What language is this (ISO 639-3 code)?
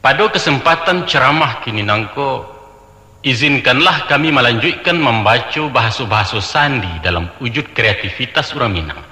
min